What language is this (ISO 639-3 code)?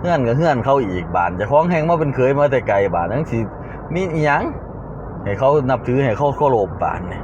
tts